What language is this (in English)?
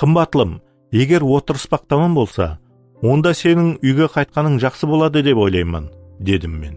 Kara-Kalpak